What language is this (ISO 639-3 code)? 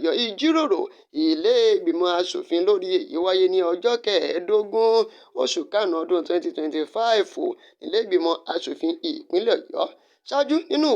yor